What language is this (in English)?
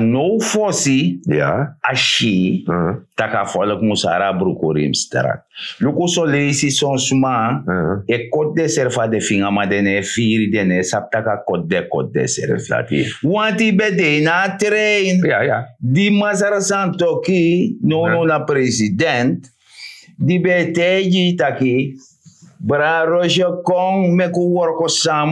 Sranan Tongo